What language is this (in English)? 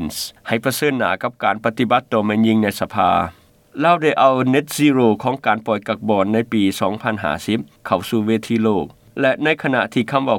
Lao